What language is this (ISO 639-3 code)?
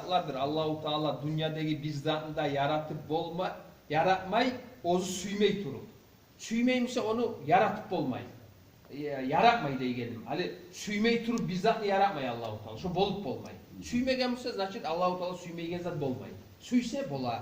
kum